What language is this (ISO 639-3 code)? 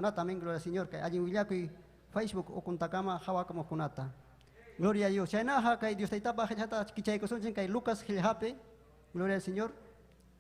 quy